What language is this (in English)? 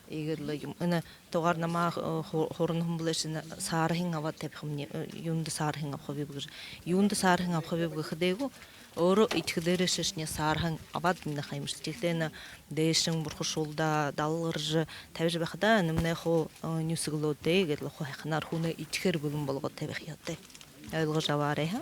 Buriat